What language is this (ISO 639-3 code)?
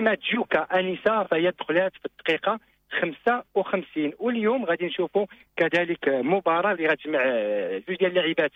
ary